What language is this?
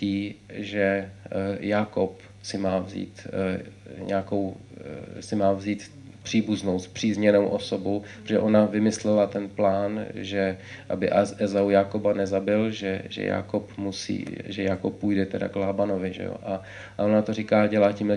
Czech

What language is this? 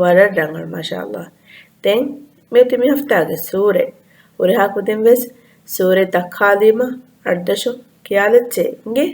Divehi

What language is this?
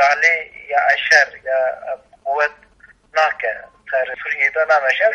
Kurdish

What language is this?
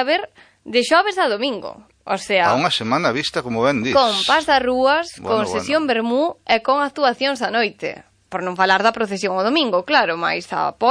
Galician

